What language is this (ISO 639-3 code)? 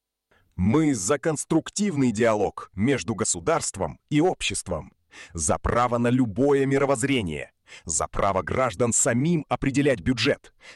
rus